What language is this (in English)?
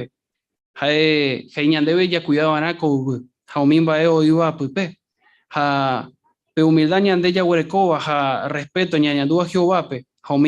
Guarani